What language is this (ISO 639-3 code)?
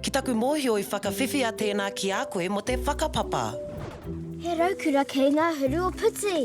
mri